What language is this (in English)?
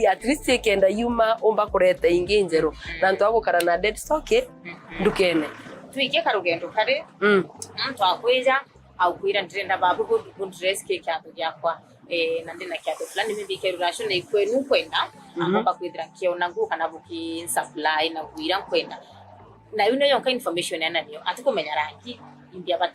Meru